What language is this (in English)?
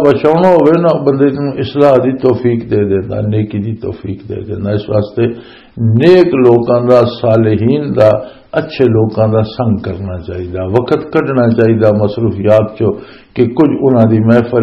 Western Panjabi